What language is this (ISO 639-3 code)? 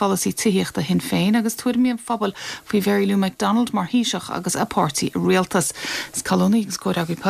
gle